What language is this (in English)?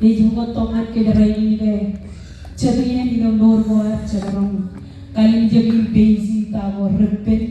Marshallese